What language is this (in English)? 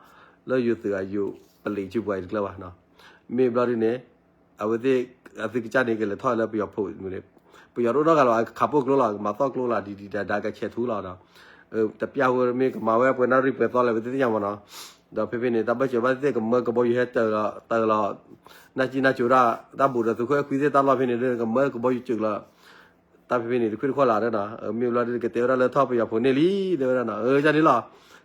S'gaw Karen